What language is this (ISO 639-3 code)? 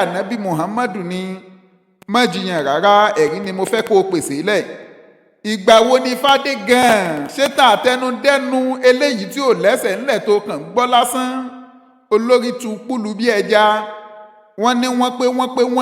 yor